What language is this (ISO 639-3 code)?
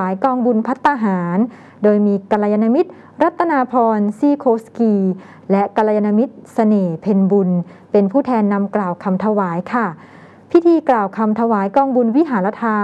tha